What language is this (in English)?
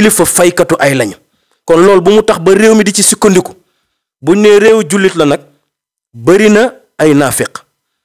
Wolof